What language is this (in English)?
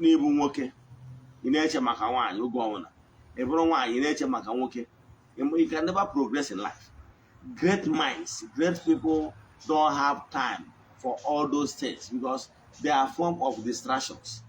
Igbo